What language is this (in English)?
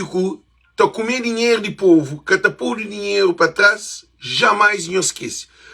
Kabuverdianu